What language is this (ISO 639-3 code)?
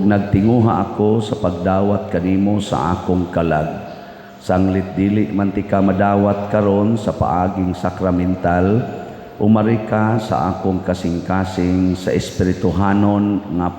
ceb